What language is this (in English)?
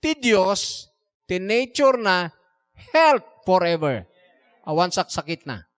Iloko